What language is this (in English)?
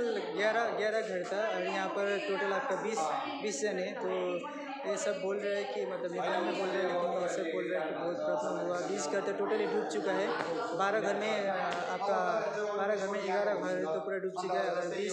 Hindi